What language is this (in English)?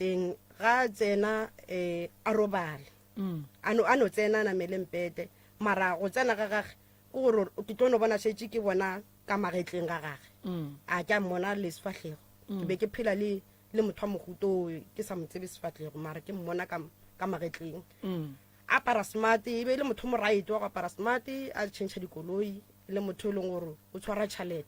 Northern Sotho